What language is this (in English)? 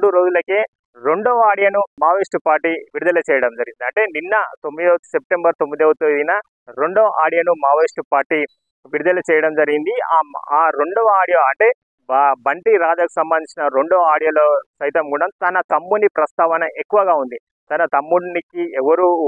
Telugu